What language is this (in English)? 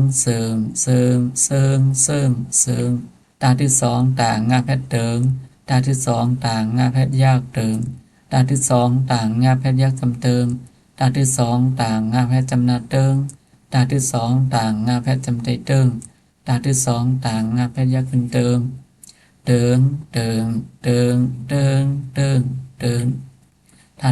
Shan